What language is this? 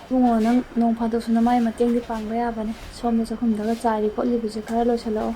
Manipuri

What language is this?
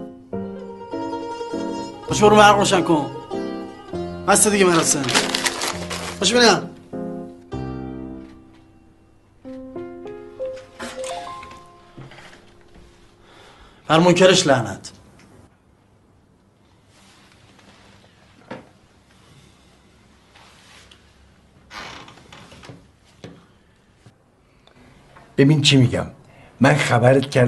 Persian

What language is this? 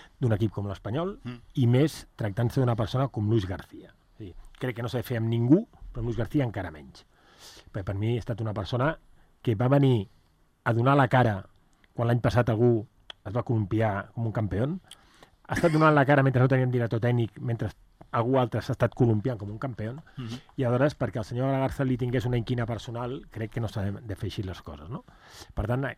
Catalan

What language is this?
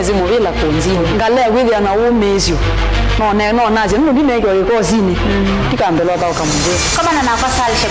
Kamba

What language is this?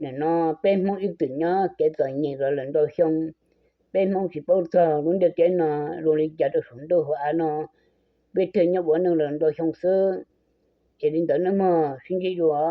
Hmong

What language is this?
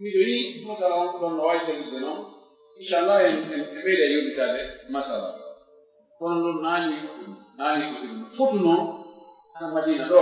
Fula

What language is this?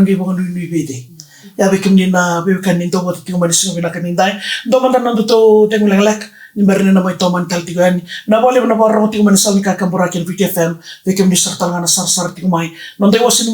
Fijian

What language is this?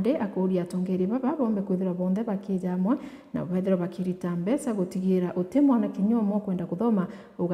Meru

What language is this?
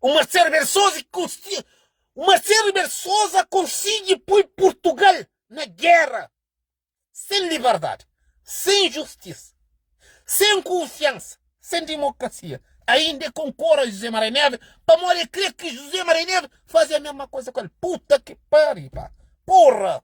Kabuverdianu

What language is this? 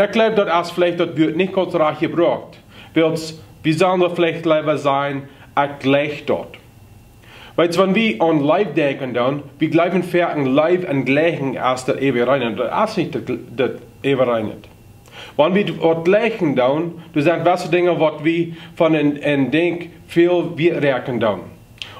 Plautdietsch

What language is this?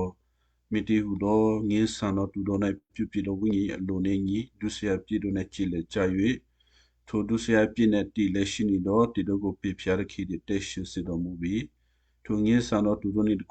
Western Kayah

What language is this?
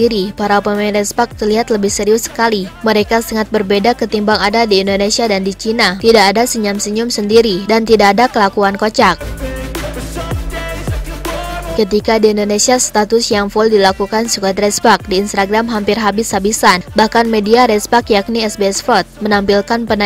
Indonesian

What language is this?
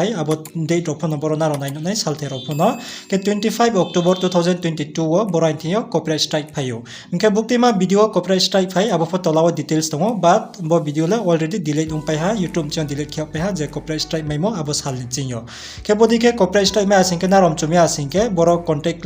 Riang (India)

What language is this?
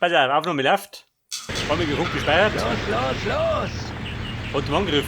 Bavarian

